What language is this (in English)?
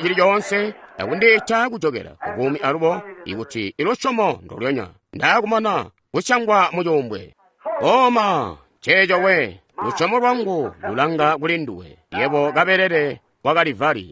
Tonga (Zambia)